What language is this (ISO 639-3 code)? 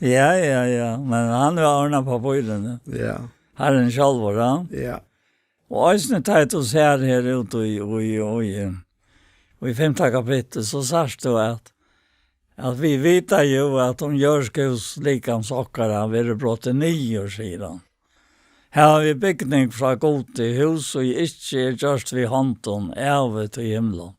fao